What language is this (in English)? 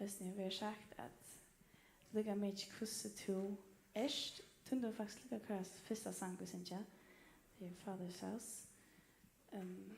Faroese